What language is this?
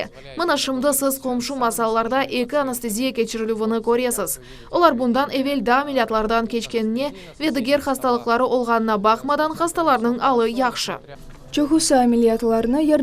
Crimean Tatar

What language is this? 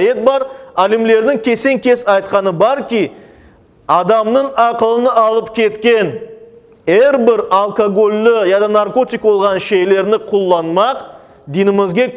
Crimean Tatar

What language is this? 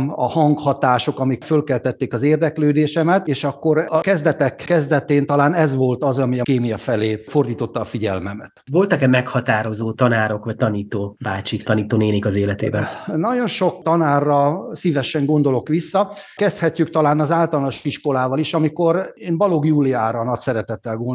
Hungarian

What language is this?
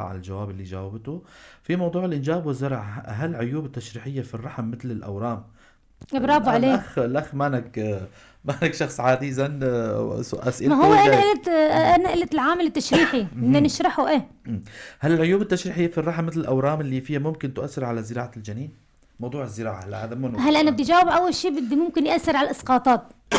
North Levantine Arabic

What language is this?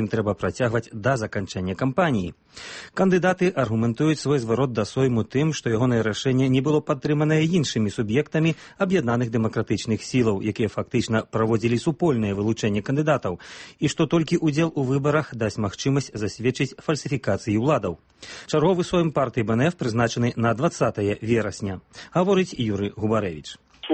Belarusian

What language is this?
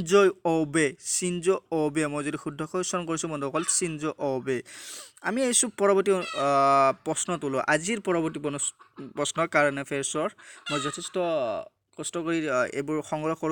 Assamese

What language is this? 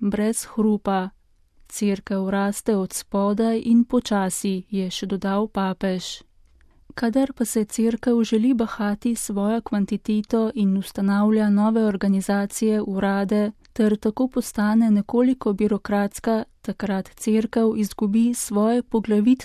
Slovenian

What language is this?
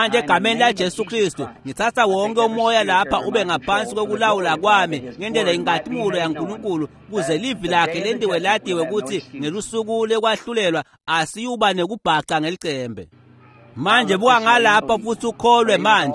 Swati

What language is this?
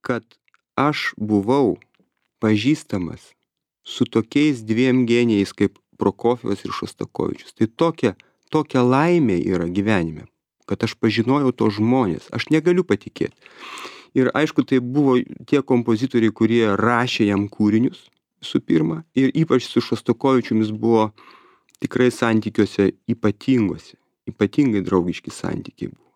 Lithuanian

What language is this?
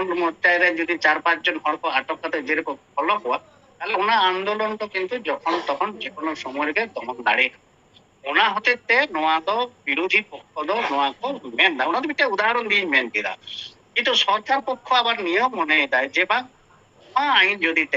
Santali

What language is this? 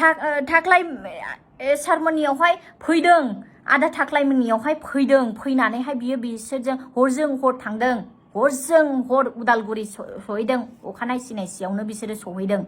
Bodo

